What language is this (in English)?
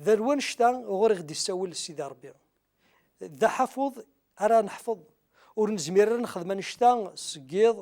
Kabyle